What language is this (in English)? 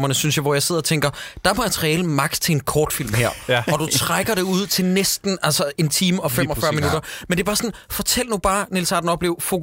Danish